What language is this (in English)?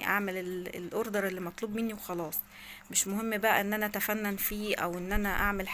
Egyptian Arabic